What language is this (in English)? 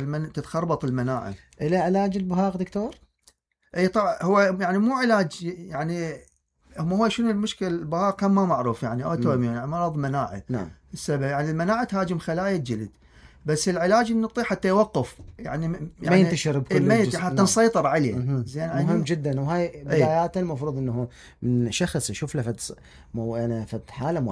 Mesopotamian Arabic